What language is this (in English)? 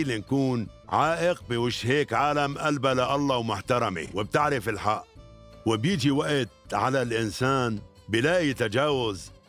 North Levantine Arabic